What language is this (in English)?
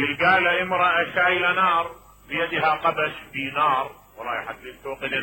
Mesopotamian Arabic